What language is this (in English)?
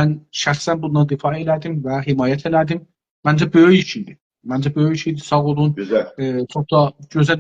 South Azerbaijani